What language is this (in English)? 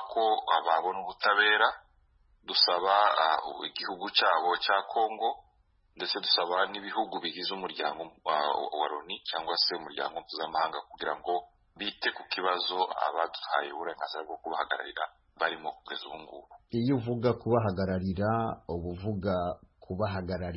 Kinyarwanda